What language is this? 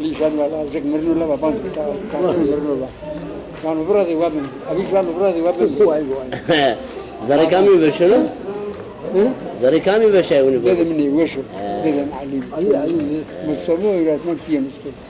Zaza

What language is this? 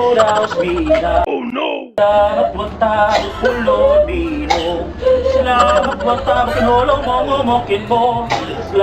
Cebuano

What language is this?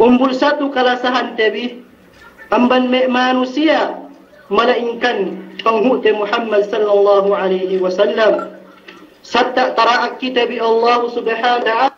Yakan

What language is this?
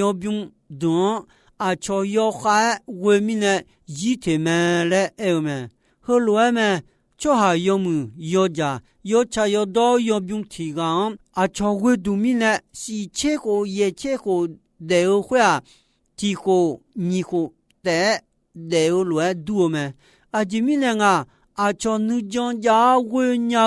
Akha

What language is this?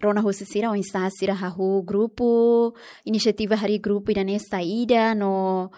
Tetum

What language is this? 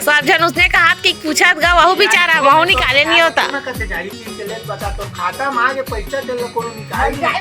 Chhattisgarhi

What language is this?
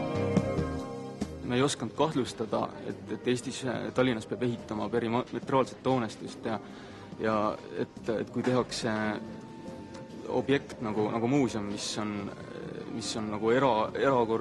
Estonian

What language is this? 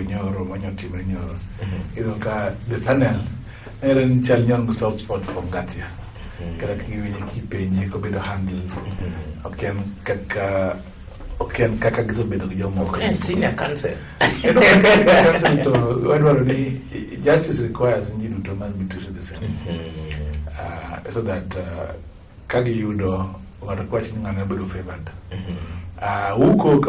Luo (Kenya and Tanzania)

